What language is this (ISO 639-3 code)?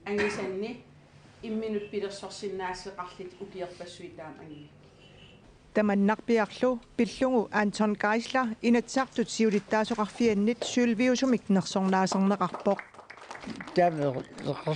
kal